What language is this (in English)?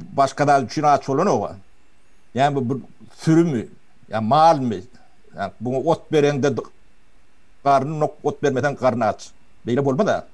Turkmen